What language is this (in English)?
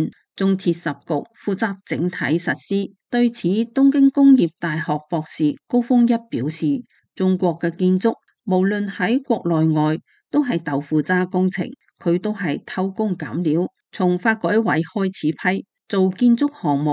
Cantonese